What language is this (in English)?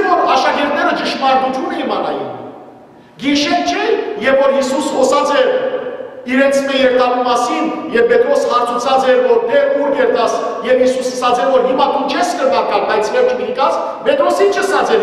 Western Armenian